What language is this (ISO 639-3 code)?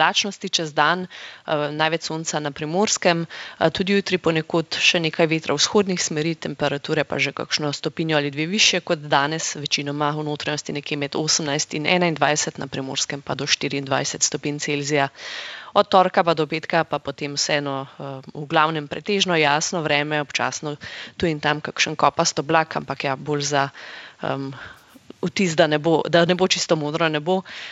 slv